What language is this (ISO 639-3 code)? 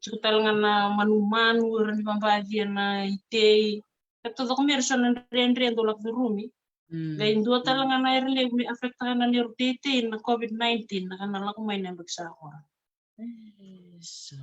fij